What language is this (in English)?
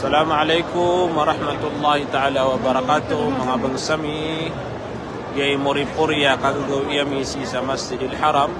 Maranao